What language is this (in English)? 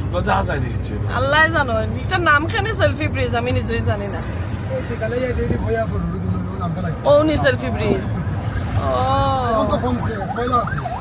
Sylheti